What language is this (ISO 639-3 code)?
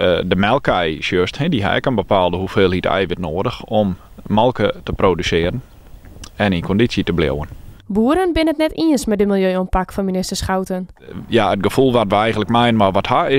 fry